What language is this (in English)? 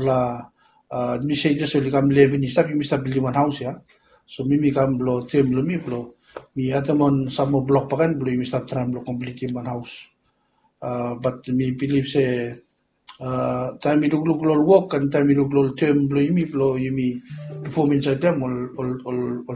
Bislama